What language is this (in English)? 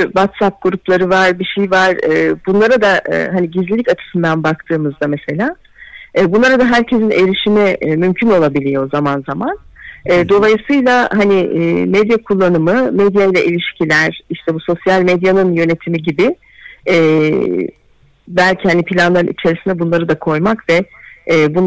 Turkish